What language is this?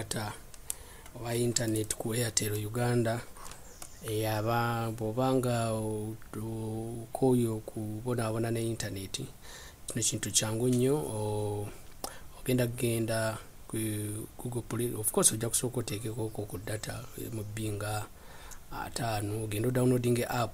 Ganda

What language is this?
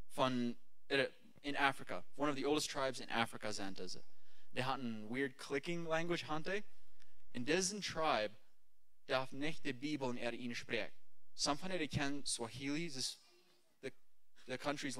Plautdietsch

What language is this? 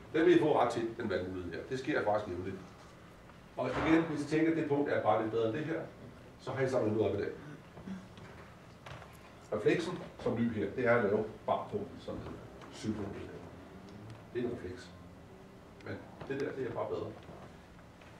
Danish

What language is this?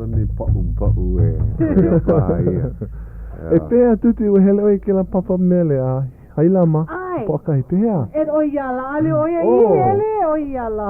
Hawaiian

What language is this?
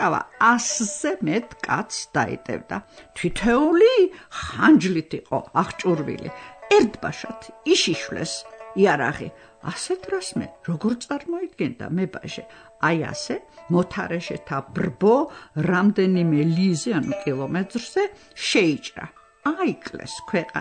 Georgian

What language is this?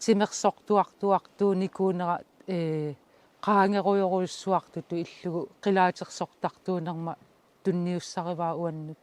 Kalaallisut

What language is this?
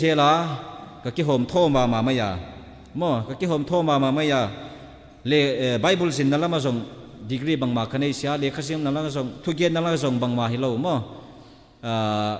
Tedim Chin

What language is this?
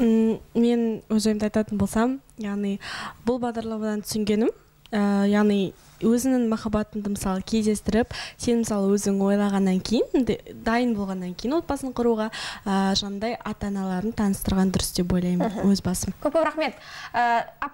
Kazakh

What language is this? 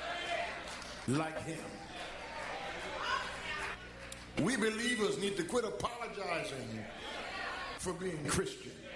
English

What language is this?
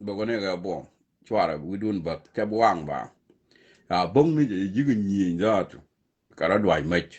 Nuer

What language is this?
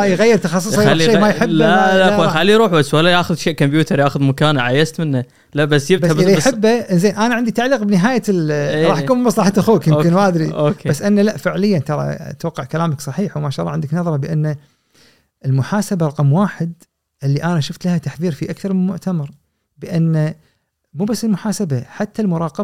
Gulf Arabic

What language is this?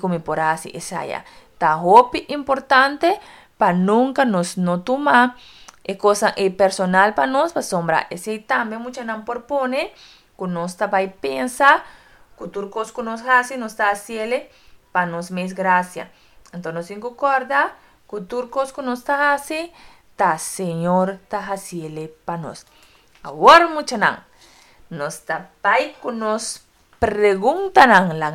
Papiamento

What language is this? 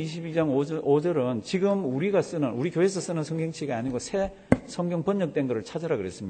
Korean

